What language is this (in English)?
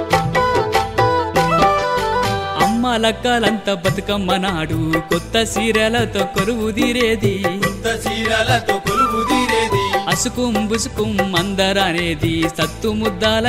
Telugu